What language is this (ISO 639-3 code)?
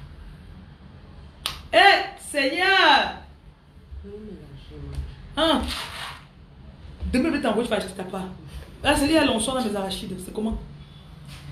fra